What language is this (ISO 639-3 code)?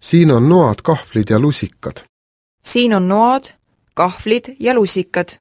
est